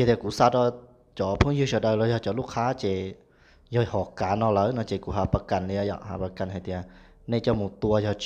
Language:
Hmong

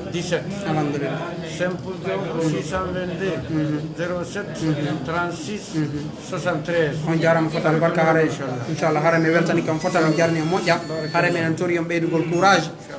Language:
Pular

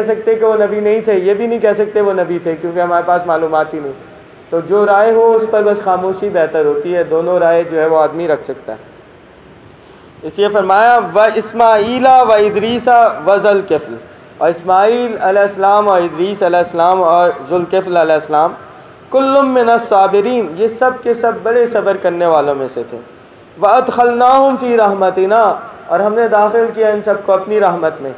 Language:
Urdu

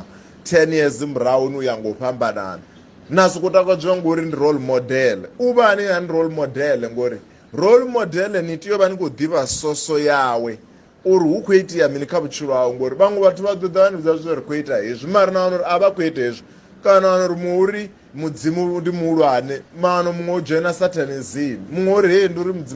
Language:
Venda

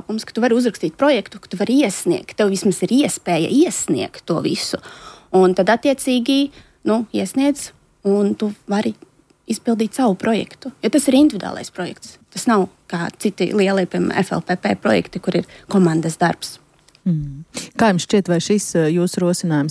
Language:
Latvian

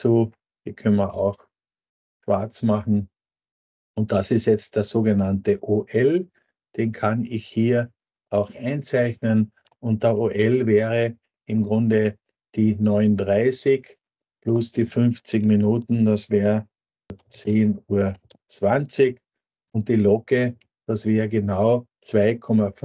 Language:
German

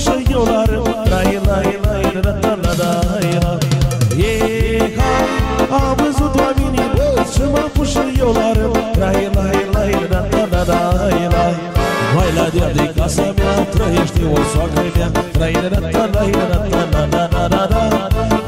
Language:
Romanian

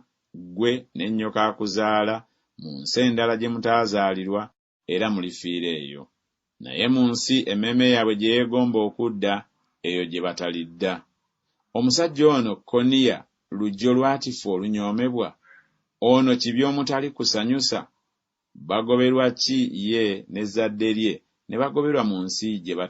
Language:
Ganda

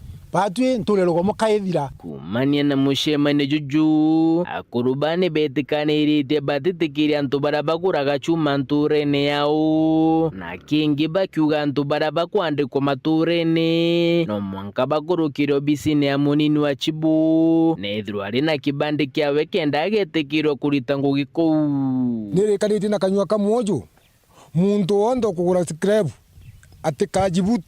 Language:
Meru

